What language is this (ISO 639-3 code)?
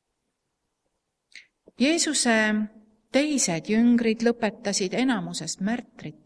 est